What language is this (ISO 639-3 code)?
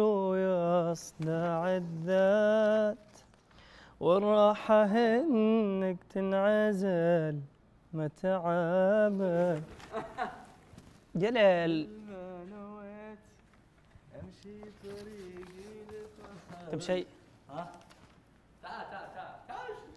ara